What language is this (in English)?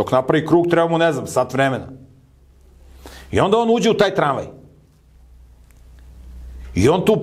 Serbian